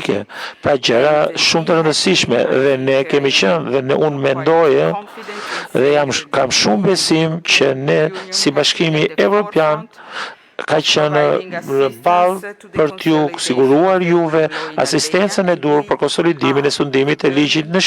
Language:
Albanian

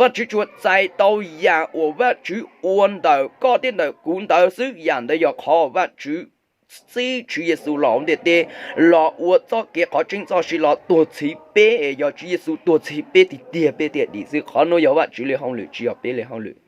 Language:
Hmong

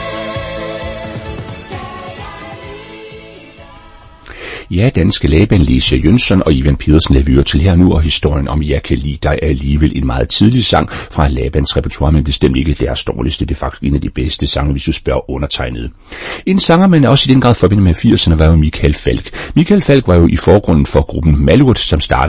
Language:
Danish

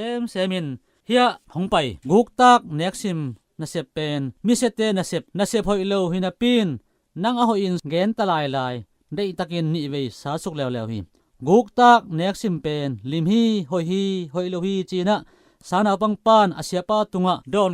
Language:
Tedim Chin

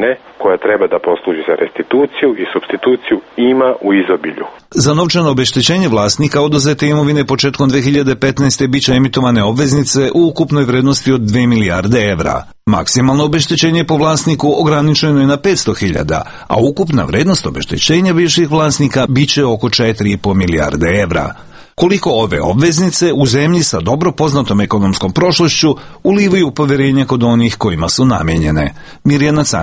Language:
Serbian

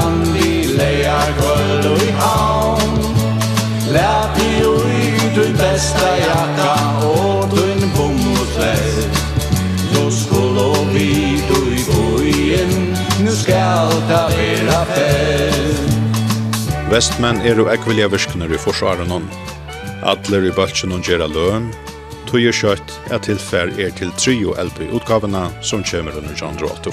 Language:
Faroese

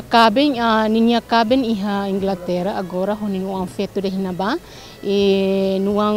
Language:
Tetum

